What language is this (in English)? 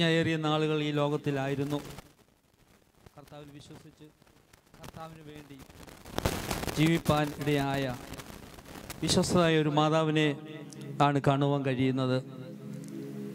Malayalam